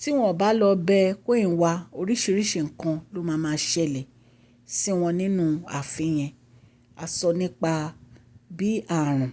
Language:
Yoruba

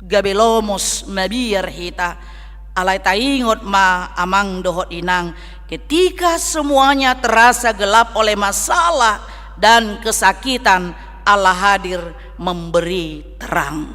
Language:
Batak Toba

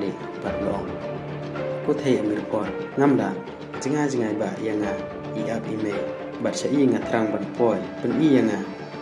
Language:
Khasi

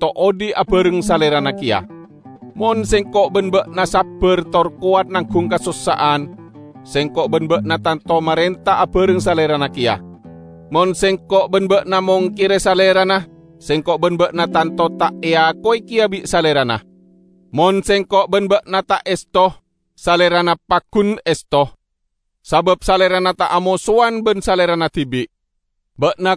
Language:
Madurese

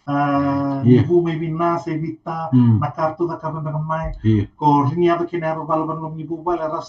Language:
Fijian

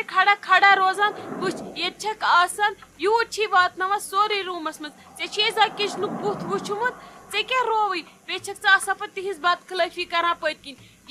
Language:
Kashmiri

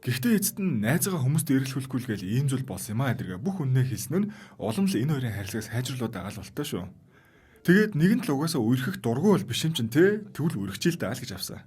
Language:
Mongolian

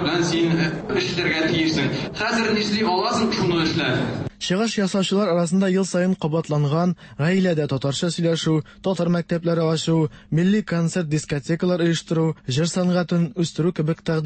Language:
Tatar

